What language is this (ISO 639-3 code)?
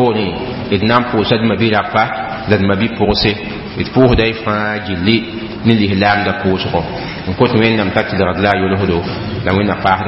mos